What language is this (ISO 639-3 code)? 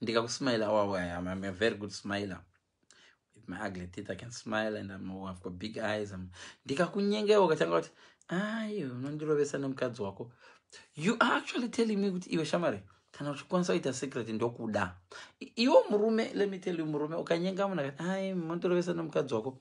sna